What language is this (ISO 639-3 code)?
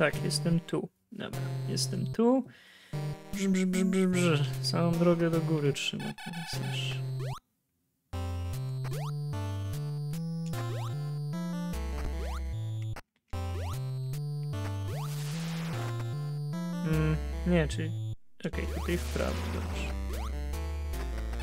pol